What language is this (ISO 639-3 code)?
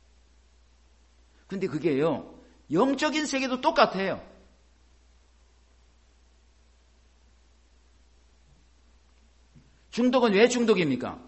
kor